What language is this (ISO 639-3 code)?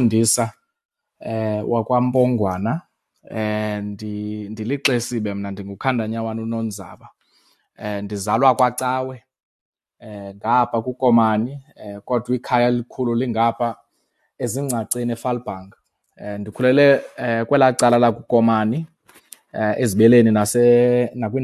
xho